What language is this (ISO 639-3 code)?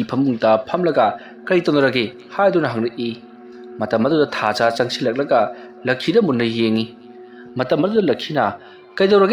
mni